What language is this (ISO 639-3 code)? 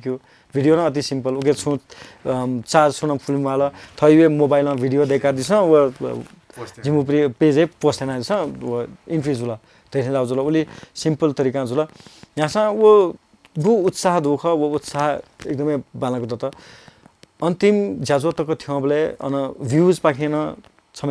new